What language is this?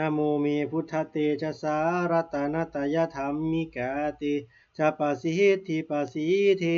Pali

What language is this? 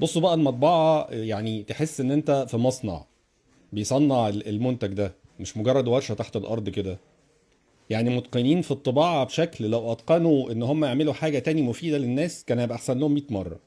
Egyptian Arabic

